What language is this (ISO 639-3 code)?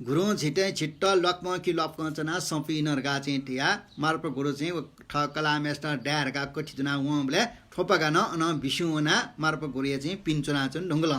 new